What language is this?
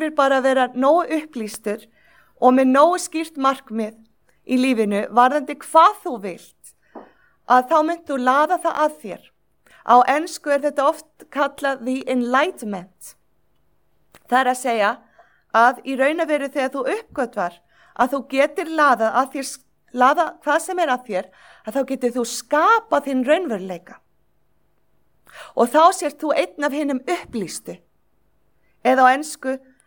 Icelandic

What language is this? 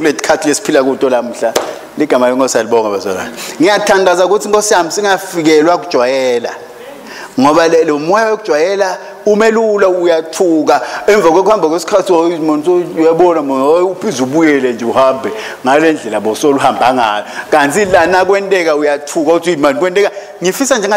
Swati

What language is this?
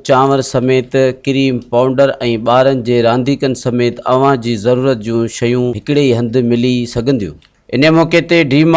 Sindhi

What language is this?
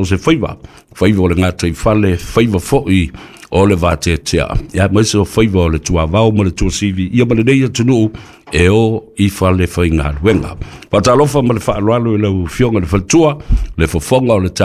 Samoan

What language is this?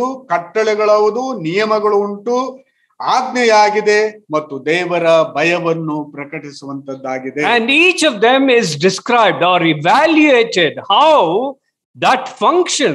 Kannada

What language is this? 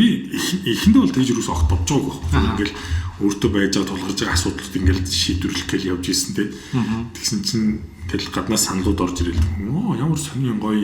Mongolian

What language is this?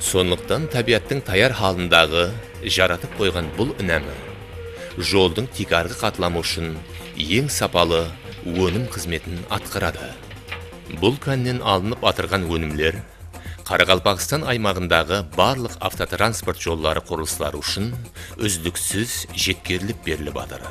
Kara-Kalpak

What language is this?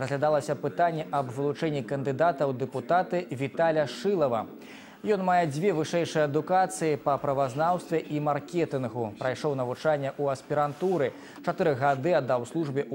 Belarusian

